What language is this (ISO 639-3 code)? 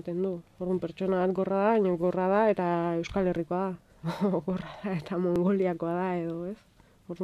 eus